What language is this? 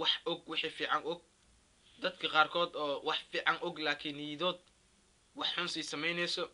Somali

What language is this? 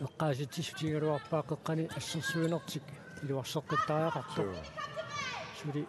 Kalaallisut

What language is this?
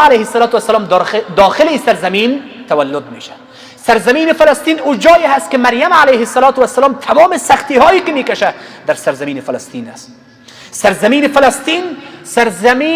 Persian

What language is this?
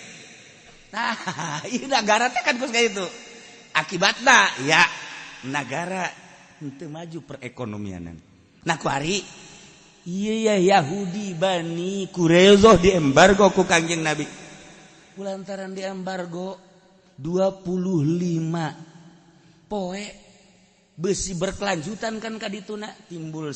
Sundanese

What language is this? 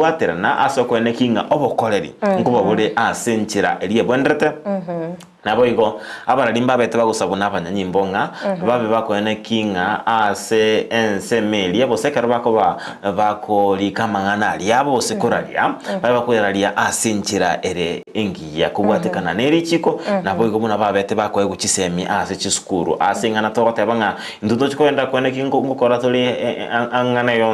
Gusii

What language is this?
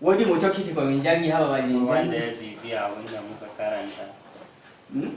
Fula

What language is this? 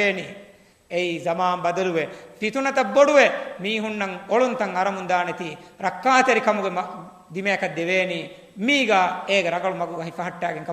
Divehi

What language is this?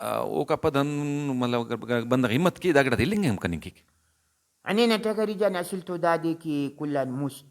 Brahui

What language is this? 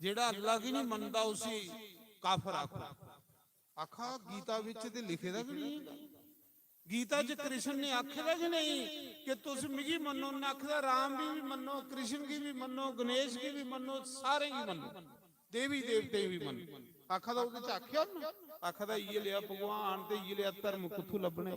Dogri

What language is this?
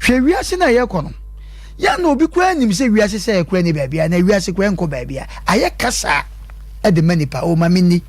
Akan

